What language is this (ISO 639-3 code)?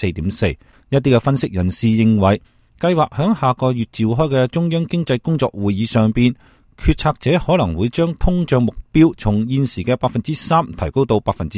yue